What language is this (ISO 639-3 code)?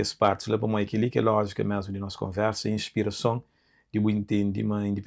kea